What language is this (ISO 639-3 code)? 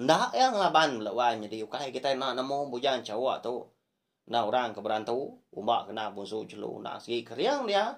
iba